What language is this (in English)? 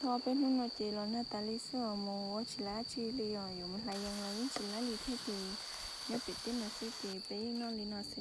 Hmong